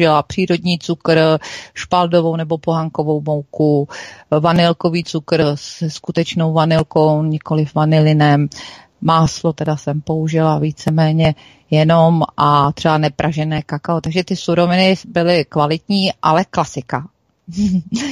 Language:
Czech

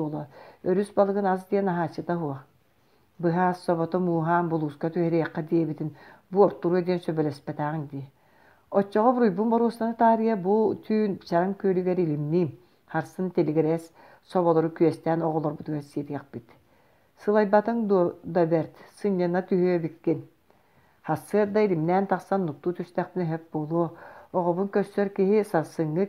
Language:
Yakut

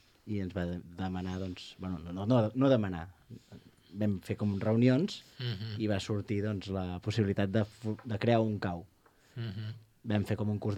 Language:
Catalan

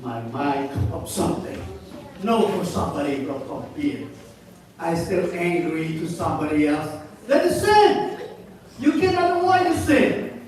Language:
Central Mnong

